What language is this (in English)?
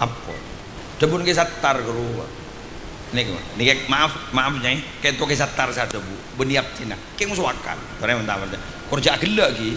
Madurese